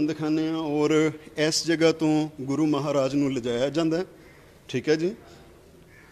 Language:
Punjabi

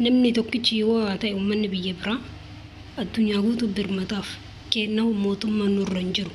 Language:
Oromo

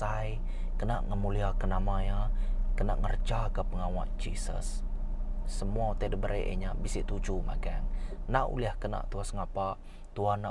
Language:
Iban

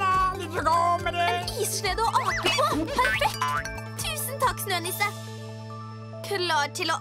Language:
Norwegian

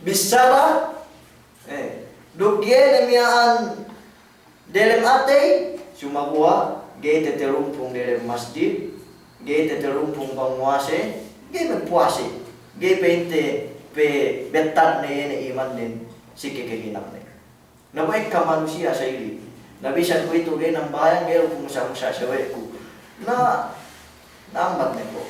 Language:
Yakan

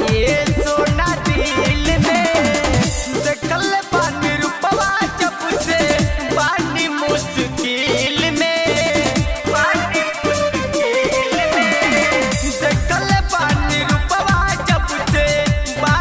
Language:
Bhojpuri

